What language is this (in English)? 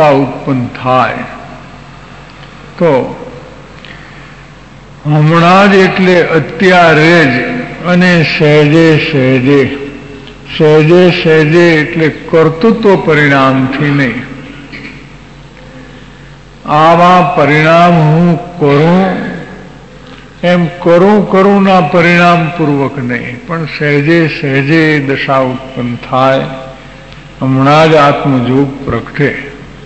Gujarati